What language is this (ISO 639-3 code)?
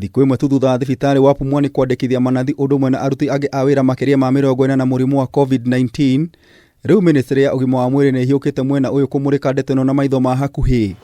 kik